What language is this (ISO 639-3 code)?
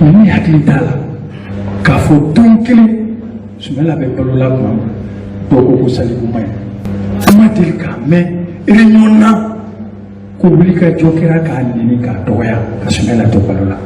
bam